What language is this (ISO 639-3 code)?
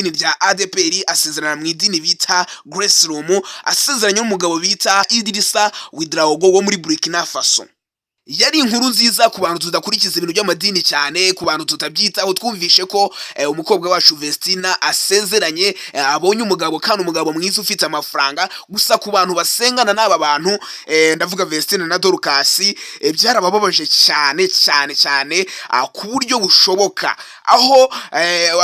kin